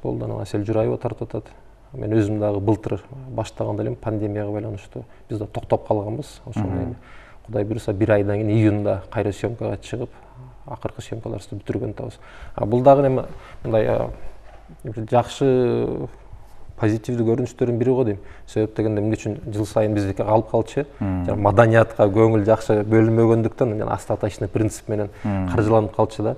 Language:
Kyrgyz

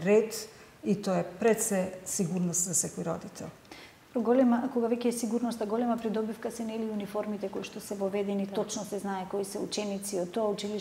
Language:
Macedonian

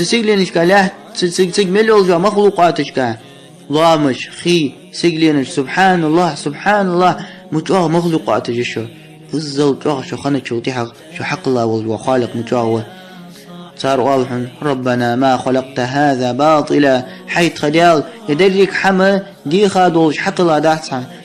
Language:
Ingush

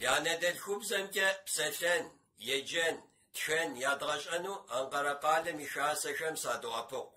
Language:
Kabardian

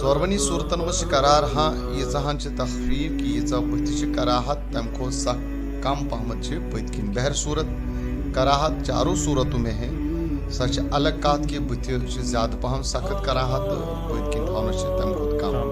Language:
Kashmiri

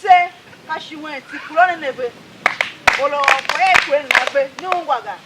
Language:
Tiv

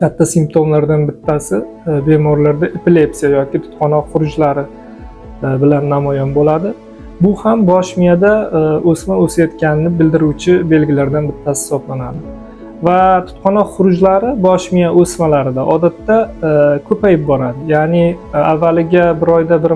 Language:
Uzbek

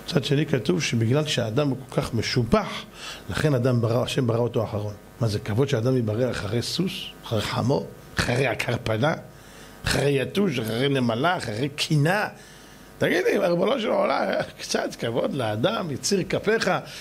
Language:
Hebrew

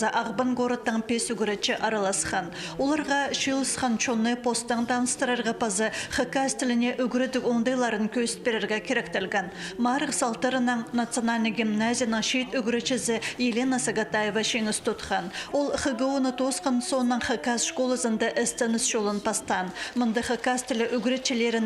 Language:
Khakas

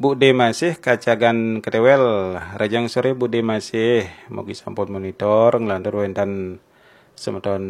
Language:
Balinese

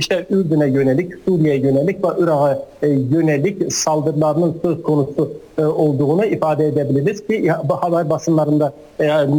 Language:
Turkish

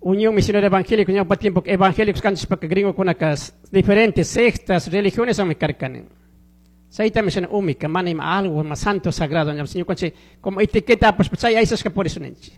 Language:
Chimborazo Highland Quichua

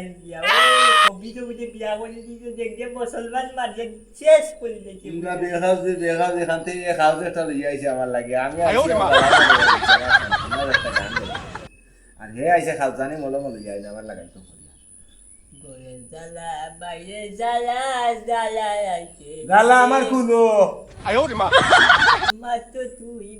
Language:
Sylheti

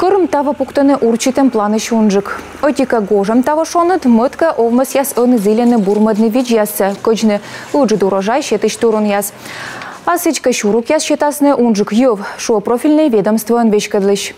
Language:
Komi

